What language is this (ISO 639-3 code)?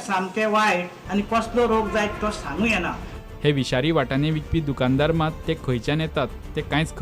kok